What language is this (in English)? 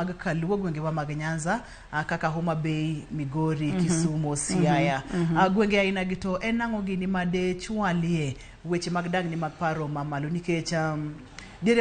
Luo (Kenya and Tanzania)